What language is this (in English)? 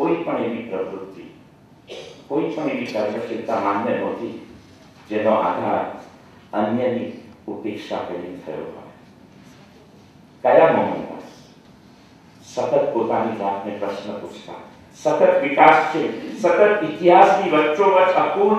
Gujarati